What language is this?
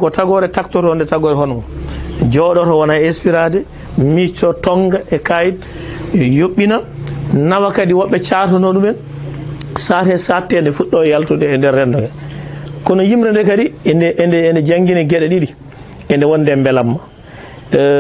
Fula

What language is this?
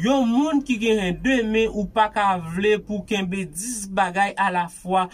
Haitian Creole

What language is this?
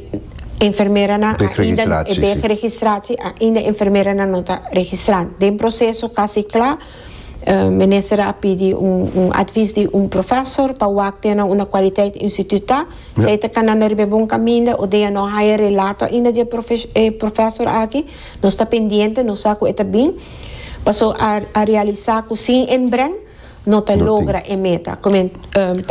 Papiamento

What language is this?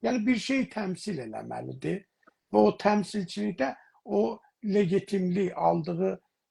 South Azerbaijani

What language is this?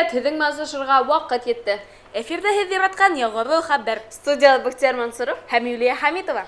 Bashkir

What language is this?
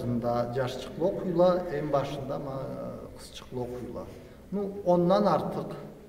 Karachay-Balkar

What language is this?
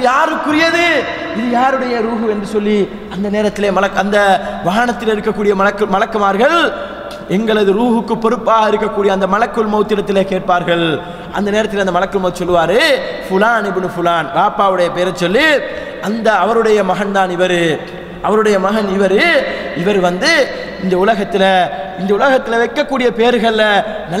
Tamil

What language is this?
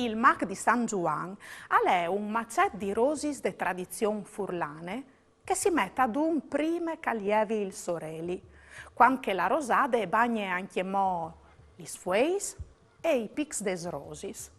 Friulian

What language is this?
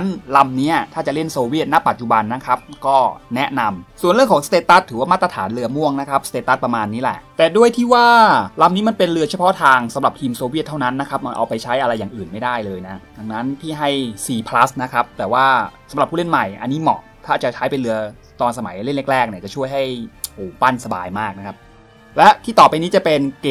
Thai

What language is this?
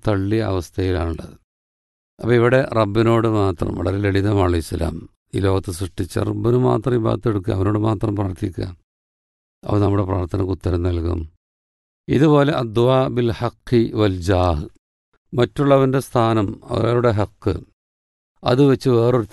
Malayalam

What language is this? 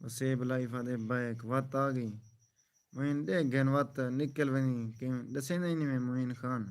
Saraiki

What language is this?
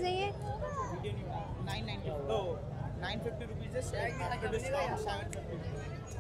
Hindi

